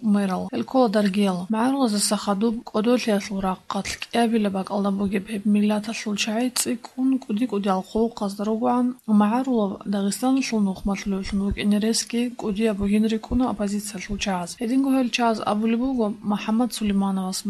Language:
Avaric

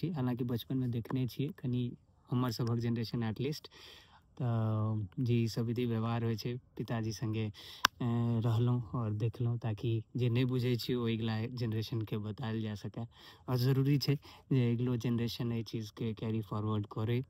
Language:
Maithili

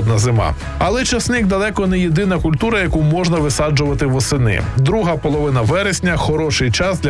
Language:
Ukrainian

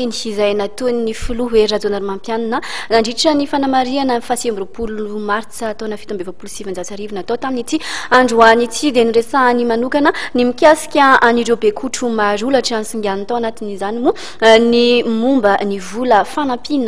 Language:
Malagasy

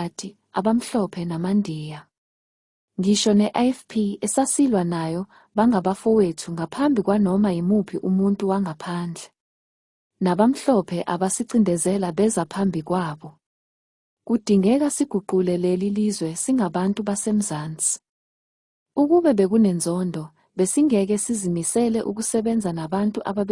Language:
Zulu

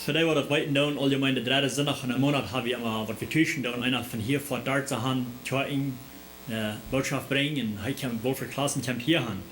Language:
Plautdietsch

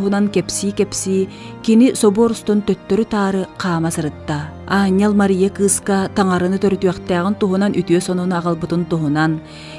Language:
Yakut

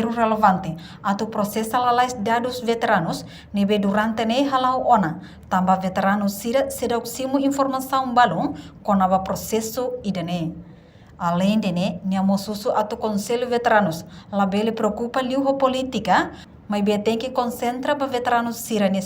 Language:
Tetum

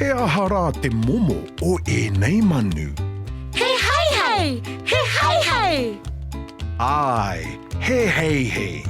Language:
Māori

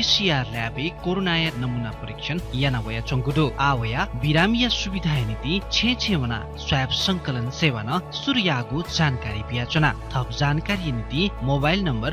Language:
Newari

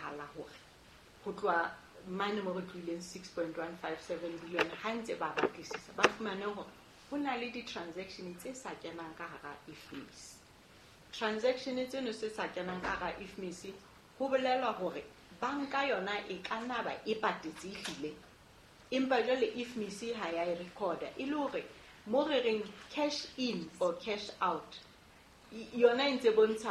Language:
Southern Sotho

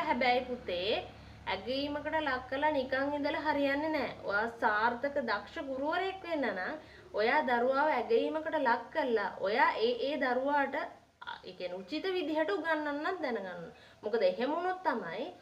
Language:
Sinhala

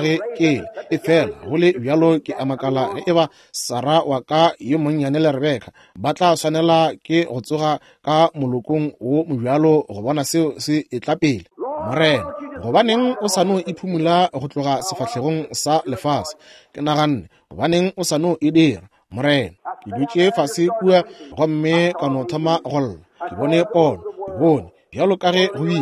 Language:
Northern Sotho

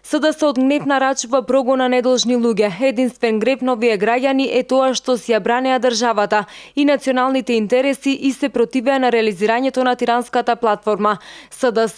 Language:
Macedonian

